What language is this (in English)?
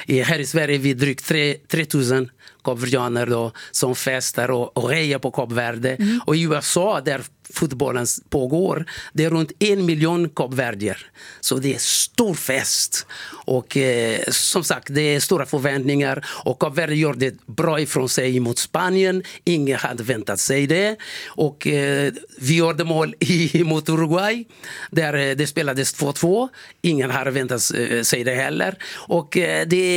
Swedish